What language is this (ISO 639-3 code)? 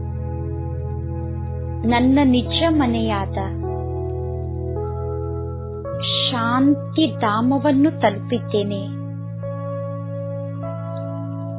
kan